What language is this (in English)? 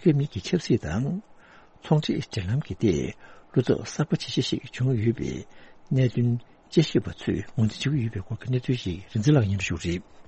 Tibetan